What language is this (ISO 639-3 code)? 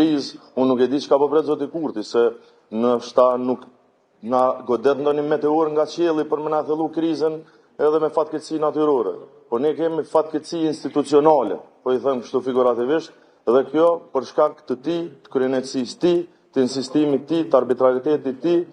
sqi